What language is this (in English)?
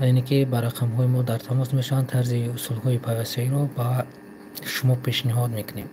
Tajik